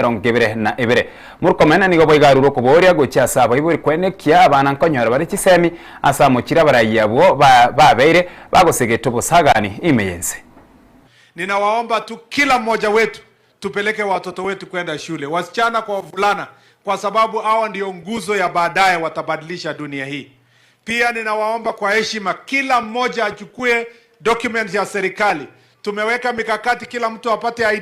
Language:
Gusii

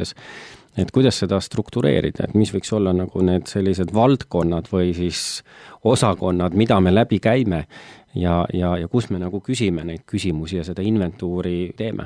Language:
Estonian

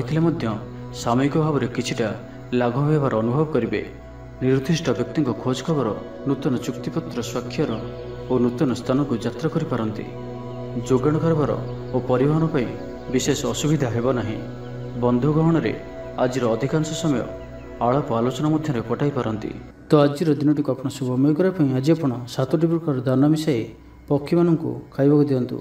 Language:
Odia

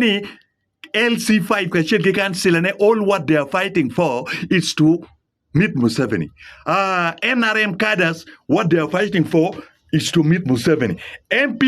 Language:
Acoli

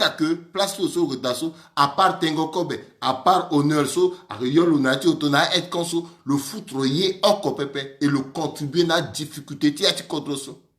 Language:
Sango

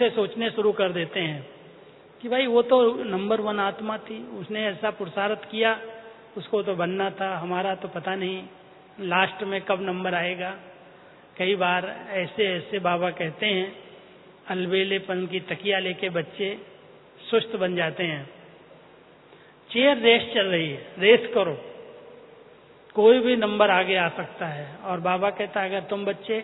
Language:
Hindi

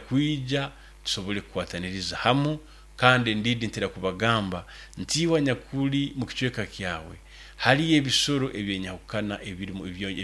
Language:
Nyoro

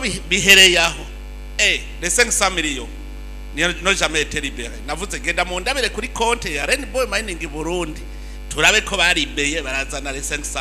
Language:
Rundi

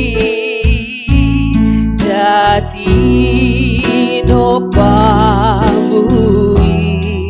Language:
Batak Simalungun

